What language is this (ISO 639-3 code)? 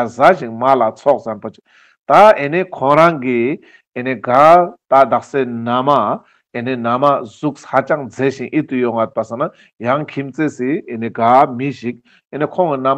lbj